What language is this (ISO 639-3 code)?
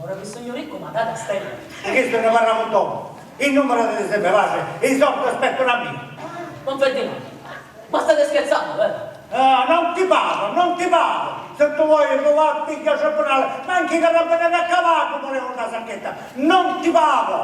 scn